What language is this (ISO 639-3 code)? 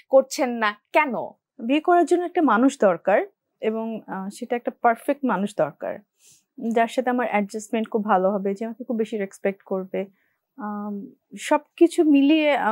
ben